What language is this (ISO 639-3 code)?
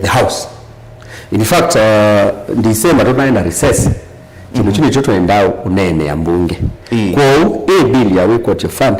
kam